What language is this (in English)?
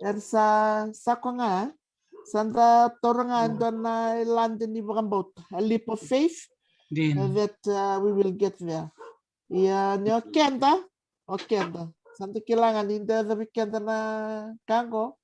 Fijian